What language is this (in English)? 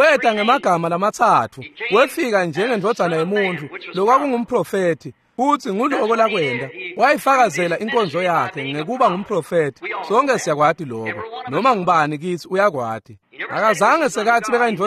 Swati